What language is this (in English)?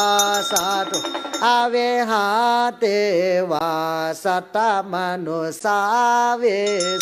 Pali